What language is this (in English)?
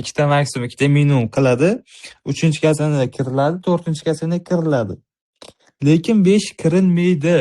Uzbek